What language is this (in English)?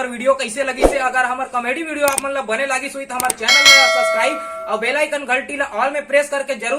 Chhattisgarhi